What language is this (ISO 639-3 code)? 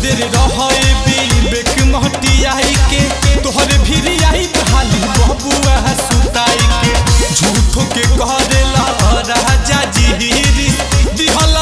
bho